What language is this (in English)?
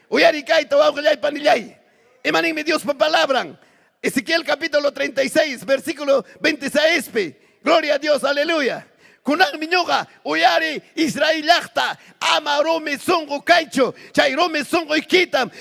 Ayacucho Quechua